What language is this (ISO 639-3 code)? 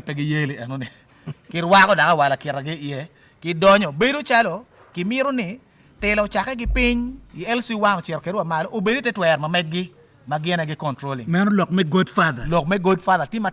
ach